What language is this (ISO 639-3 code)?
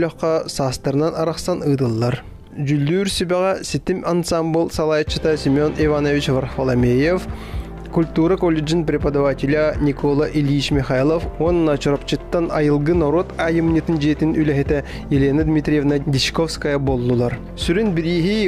sah